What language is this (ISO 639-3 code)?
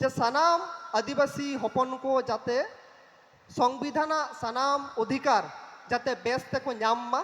sat